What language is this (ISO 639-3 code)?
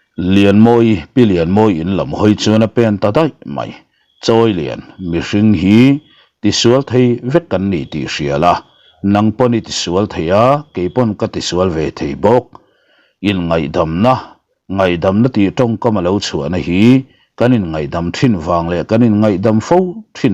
lus